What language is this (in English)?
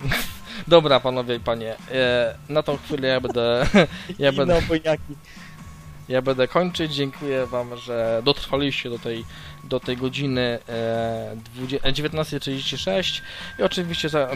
Polish